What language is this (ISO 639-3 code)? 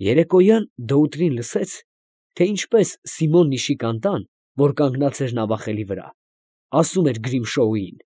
hye